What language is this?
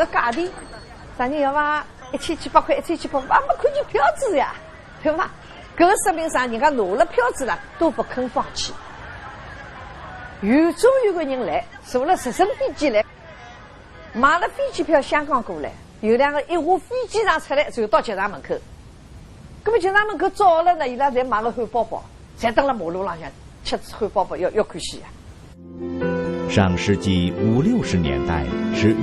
Wu Chinese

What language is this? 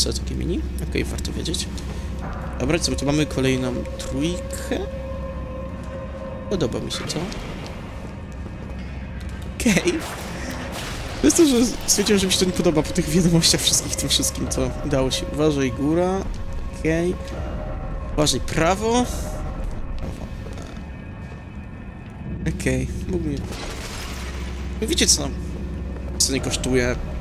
Polish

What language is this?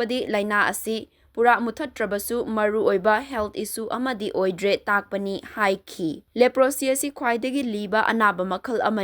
Manipuri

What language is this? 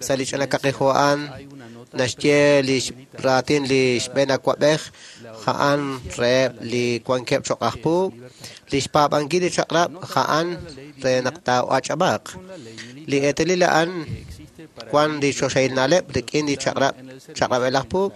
Kekchí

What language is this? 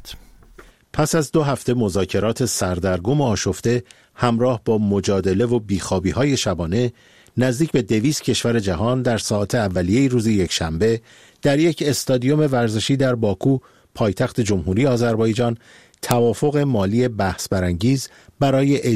Persian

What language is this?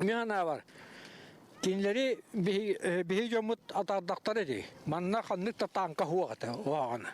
Yakut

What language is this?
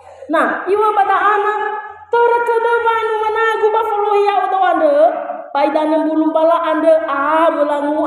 Nias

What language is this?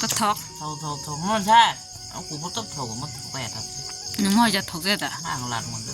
Kok Borok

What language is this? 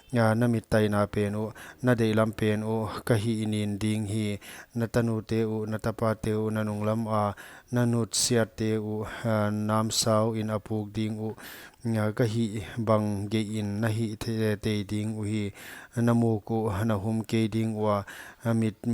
Paite Chin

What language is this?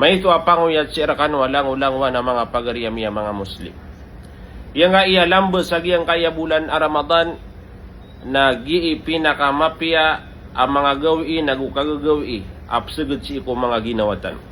Maranao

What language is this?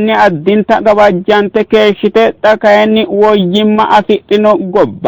Sidamo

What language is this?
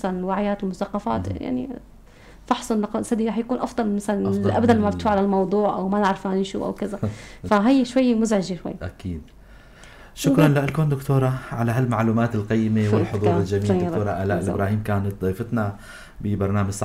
North Levantine Arabic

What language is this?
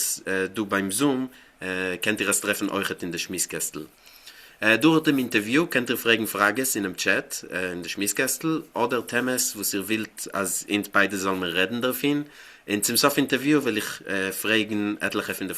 Yiddish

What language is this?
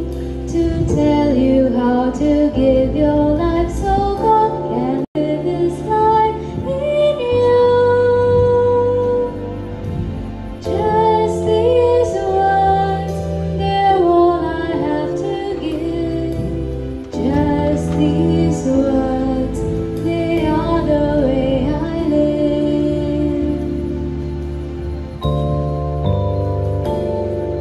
English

